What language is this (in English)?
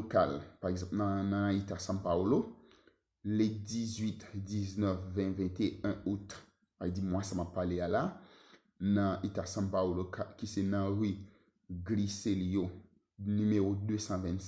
Haitian Creole